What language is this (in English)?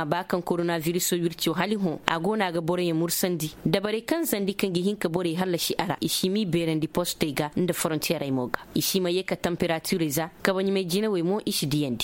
Koyraboro Senni